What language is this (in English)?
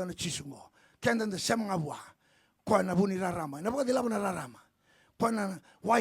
Fijian